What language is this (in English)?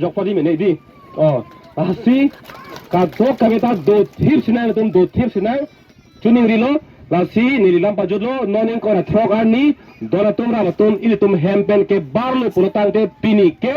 Karbi